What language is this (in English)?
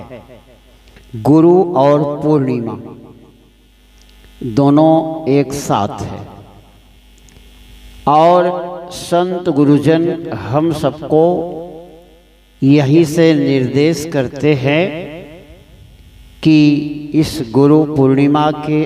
Hindi